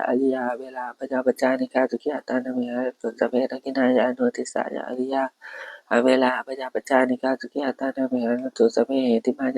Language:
Pali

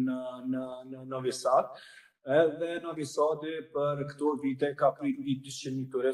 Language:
Albanian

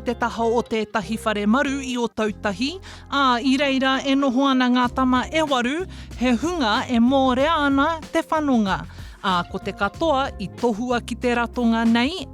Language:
Māori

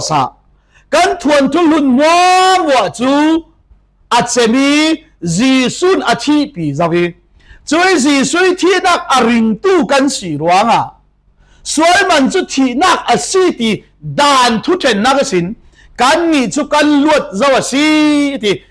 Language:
Falam Chin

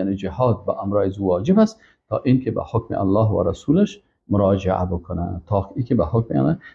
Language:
Persian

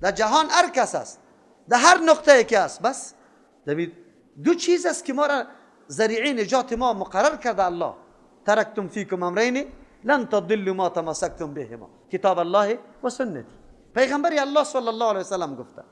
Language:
Persian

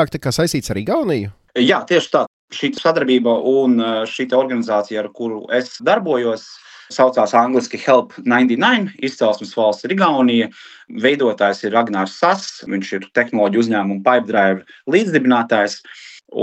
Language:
Latvian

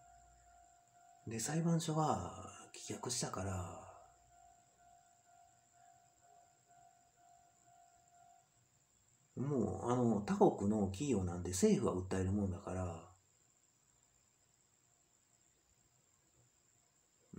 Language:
Japanese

